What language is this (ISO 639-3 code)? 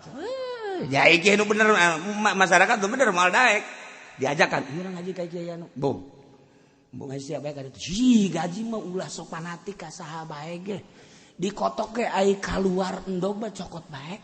sun